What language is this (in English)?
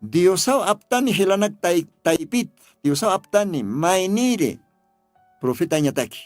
Aymara